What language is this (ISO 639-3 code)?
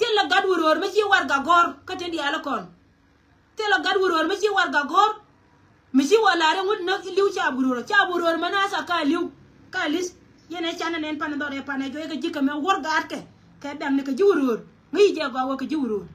nus